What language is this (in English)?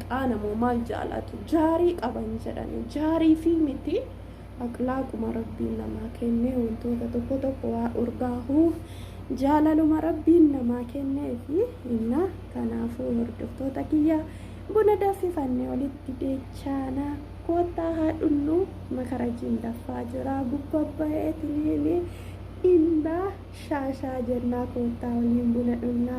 Oromo